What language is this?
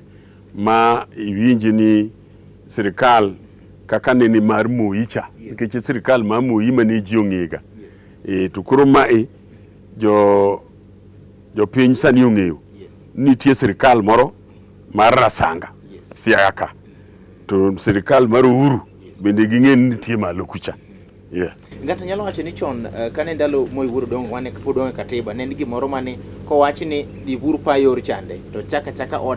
Luo (Kenya and Tanzania)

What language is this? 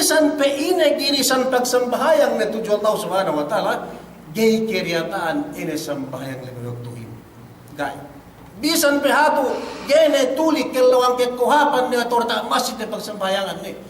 Yakan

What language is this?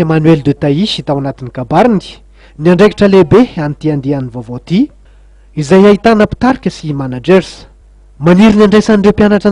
Malagasy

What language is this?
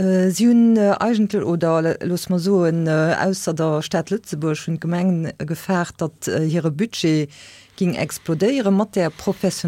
Luxembourgish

